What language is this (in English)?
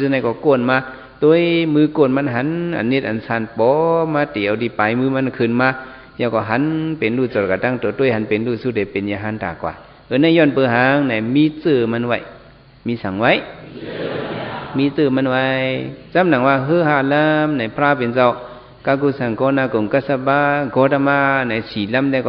Shan